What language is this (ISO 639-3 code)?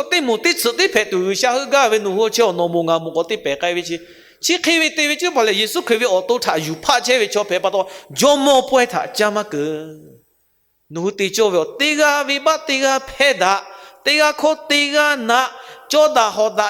lhu